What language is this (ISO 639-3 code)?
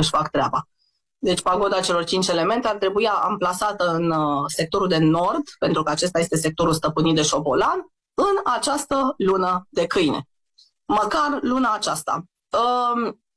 ron